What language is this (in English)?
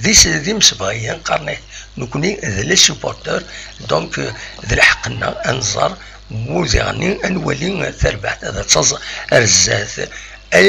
Kabyle